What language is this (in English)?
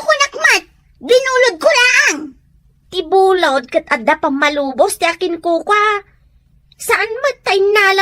Iloko